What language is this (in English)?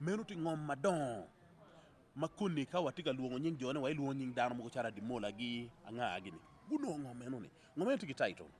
Acoli